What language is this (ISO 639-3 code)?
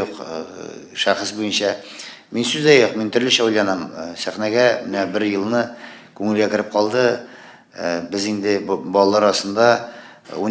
tat